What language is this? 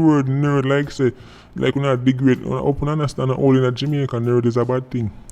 Jamaican Creole English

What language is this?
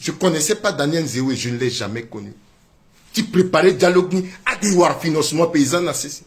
Sango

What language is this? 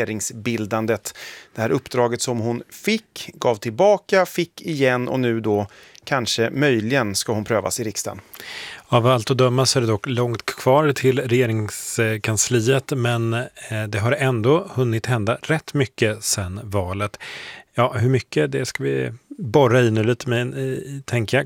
Swedish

